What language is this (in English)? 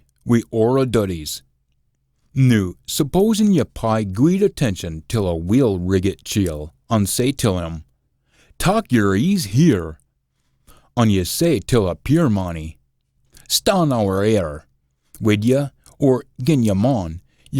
Scots